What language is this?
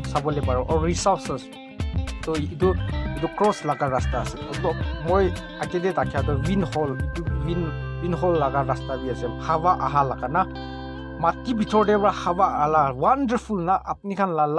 Naga Pidgin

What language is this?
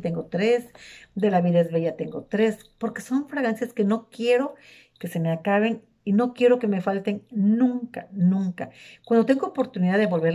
Spanish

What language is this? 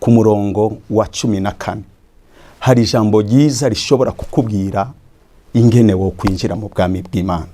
Rundi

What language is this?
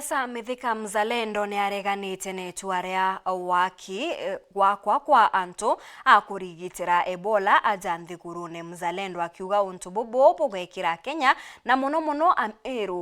Meru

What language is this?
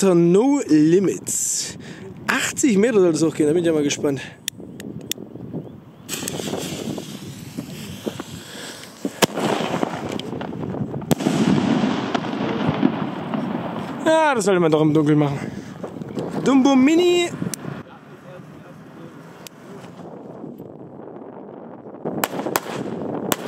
German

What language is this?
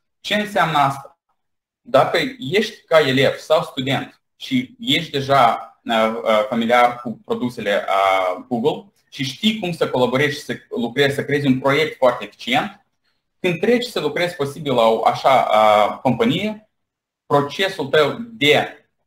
Romanian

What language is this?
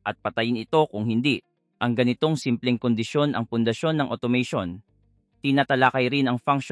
Filipino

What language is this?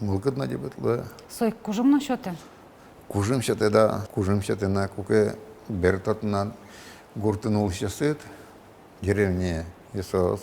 Udmurt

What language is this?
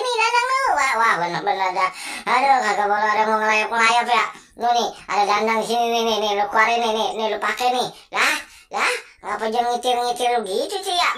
Betawi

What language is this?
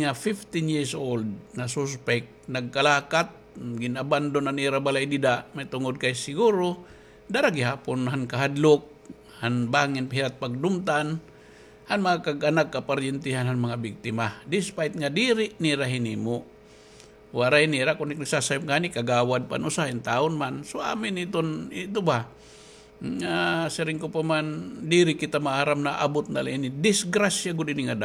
Waray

